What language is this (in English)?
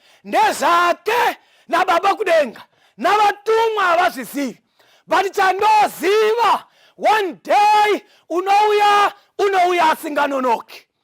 Shona